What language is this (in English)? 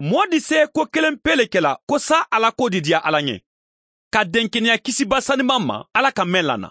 Mandingo